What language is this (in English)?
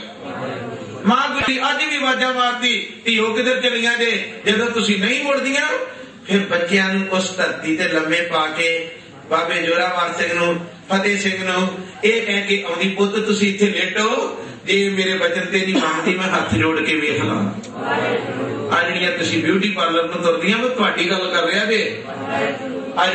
Punjabi